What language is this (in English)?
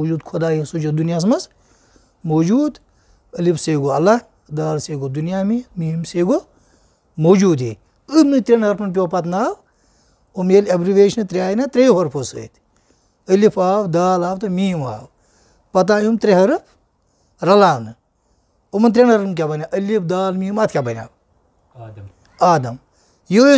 Kashmiri